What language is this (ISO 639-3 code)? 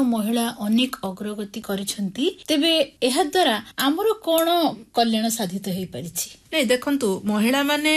ori